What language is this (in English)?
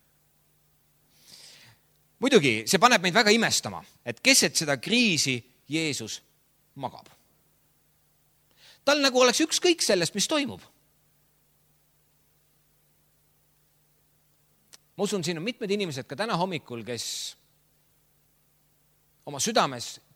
Estonian